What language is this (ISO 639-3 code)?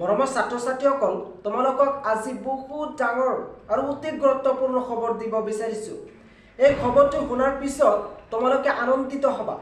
asm